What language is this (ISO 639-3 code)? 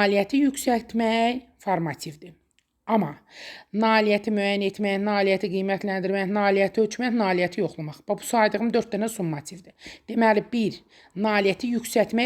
aze